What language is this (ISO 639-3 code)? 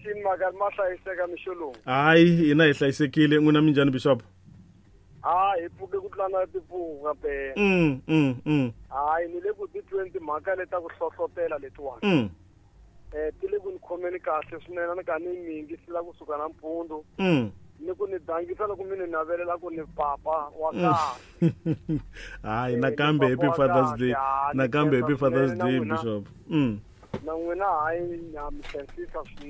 tso